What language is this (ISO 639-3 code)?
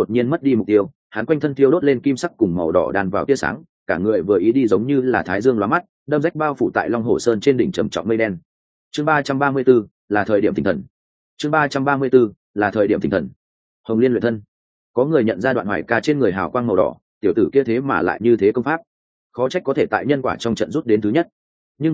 vie